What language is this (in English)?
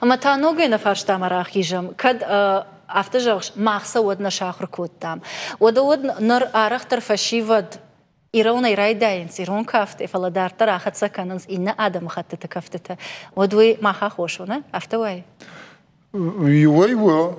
Ossetic